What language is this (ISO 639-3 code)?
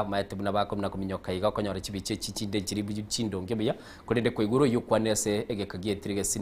guz